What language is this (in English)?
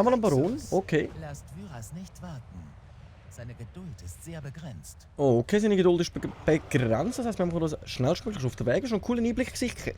Swiss German